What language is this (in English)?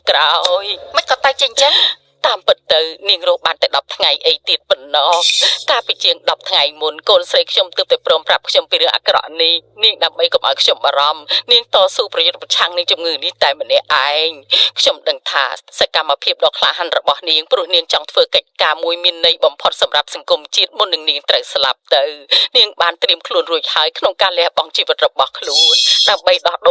Khmer